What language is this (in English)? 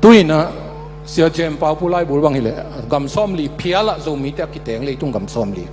Tedim Chin